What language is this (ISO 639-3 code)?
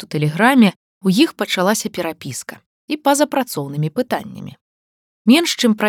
bel